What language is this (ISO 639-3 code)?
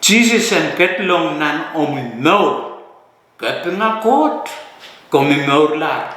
pon